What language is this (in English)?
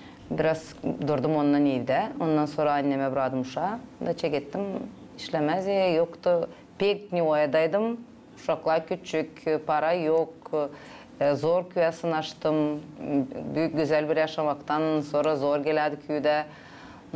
Gagauz